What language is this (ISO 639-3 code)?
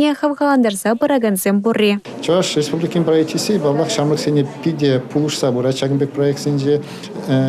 chv